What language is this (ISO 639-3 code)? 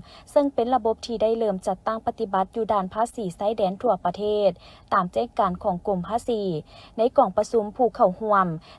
lao